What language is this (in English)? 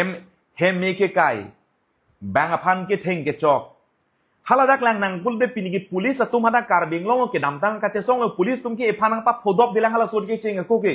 Karbi